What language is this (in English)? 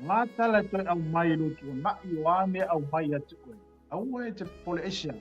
Samoan